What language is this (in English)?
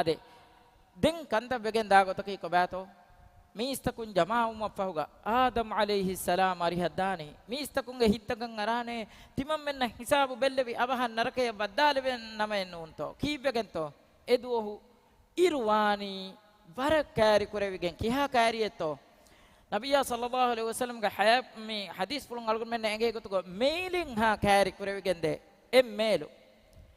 Divehi